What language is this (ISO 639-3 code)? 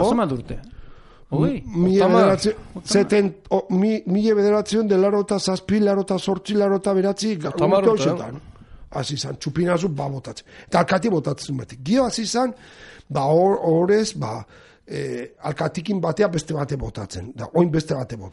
eus